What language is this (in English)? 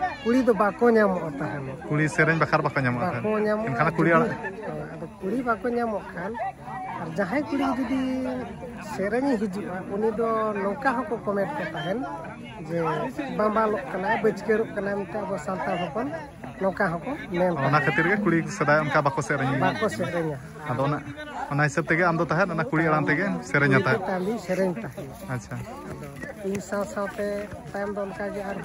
Santali